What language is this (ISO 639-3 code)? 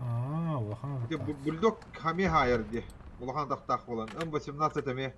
sah